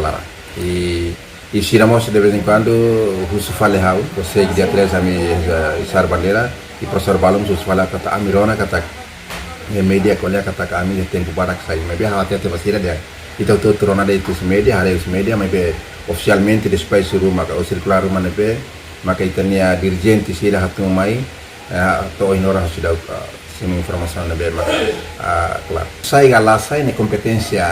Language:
Tetum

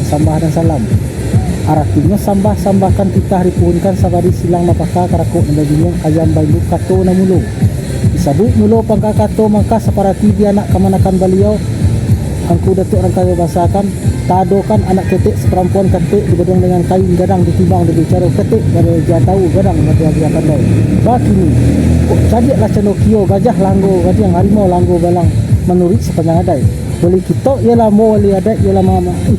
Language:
Minangkabau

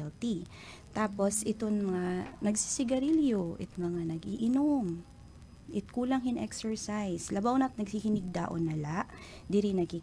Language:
Waray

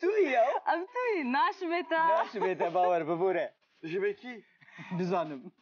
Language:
Kurdish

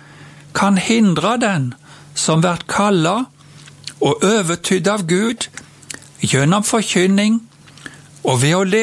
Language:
Norwegian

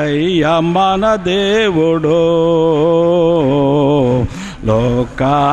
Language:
Telugu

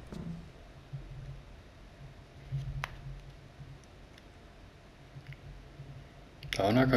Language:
Finnish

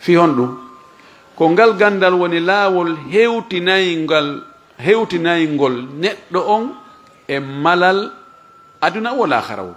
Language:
Fula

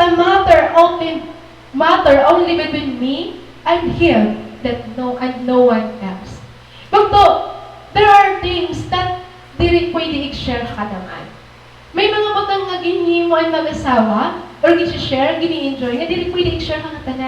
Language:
Waray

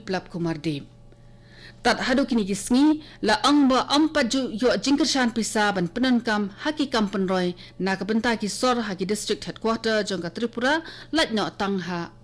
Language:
Khasi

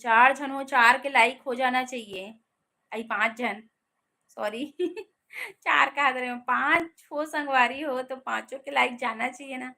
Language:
Chhattisgarhi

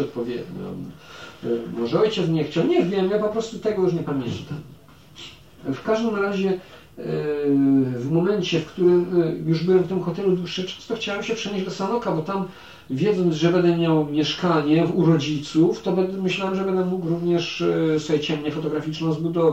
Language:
Polish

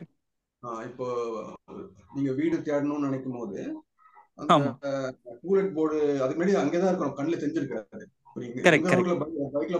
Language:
Tamil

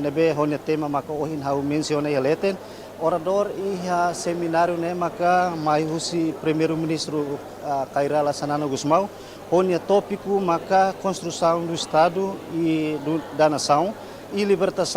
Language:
Tetum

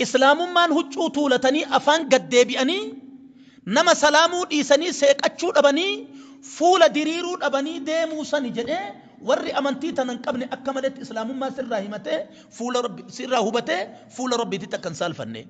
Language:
Oromo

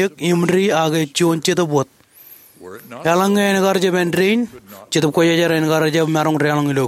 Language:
Marshallese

